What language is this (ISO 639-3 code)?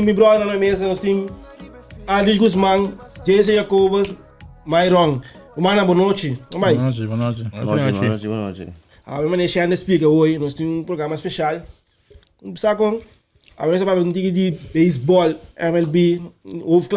pap